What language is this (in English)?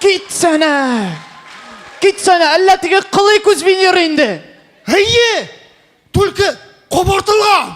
Tatar